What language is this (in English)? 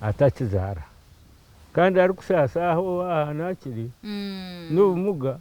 Nyankole